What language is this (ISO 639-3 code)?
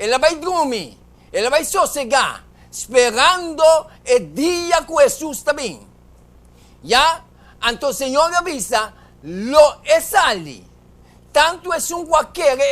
pap